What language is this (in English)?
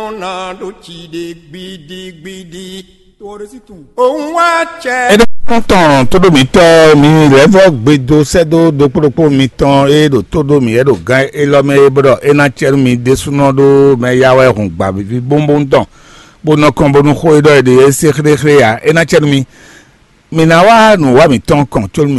Fon